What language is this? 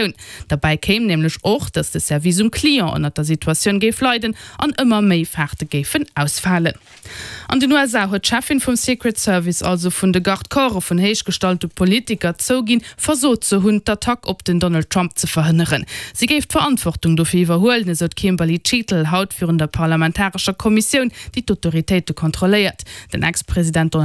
Luxembourgish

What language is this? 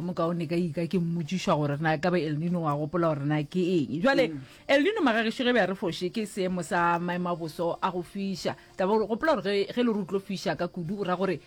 Northern Sotho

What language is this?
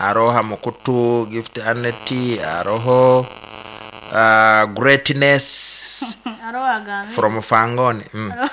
Nyoro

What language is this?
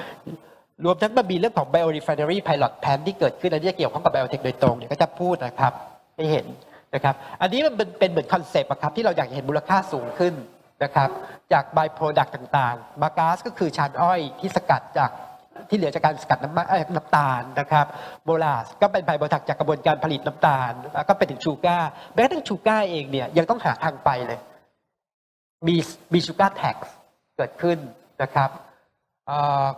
Thai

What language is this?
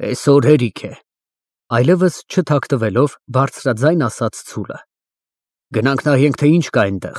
Armenian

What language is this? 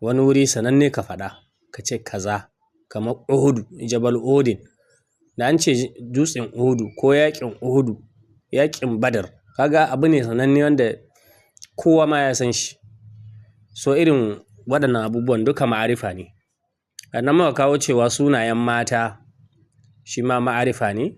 Hausa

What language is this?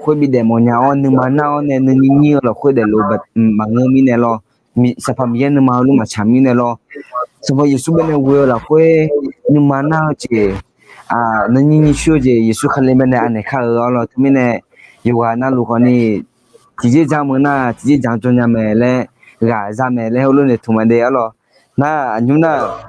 Akha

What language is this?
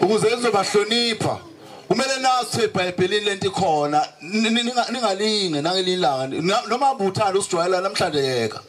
Zulu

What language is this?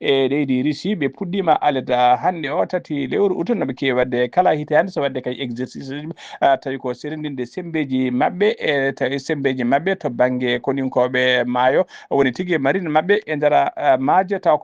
Fula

